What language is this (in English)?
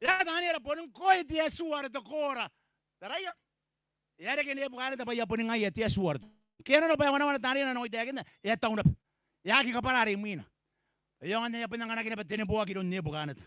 Gilbertese